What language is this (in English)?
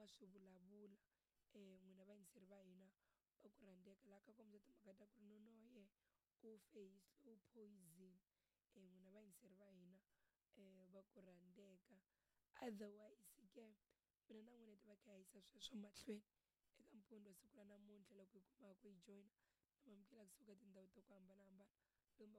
Tsonga